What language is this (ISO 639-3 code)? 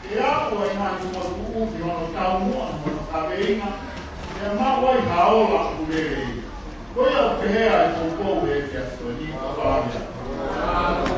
ton